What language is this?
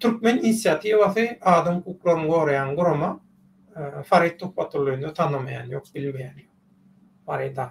Turkmen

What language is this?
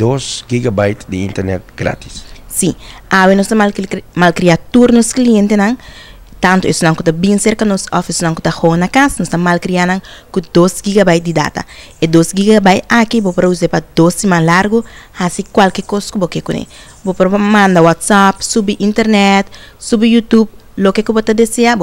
Papiamento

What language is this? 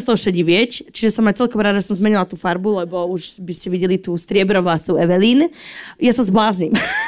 Slovak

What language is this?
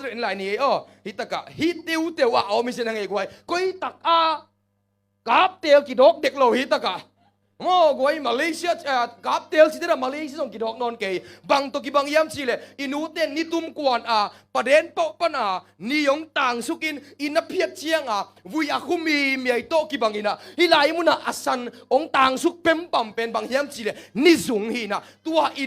Tedim Chin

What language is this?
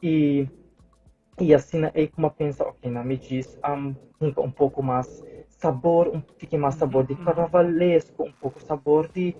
Papiamento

